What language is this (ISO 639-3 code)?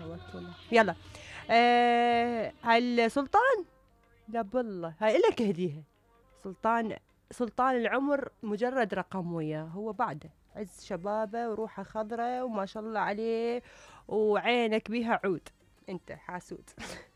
acm